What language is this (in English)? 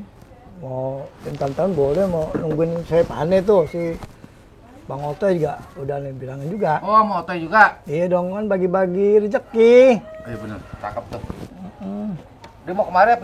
Betawi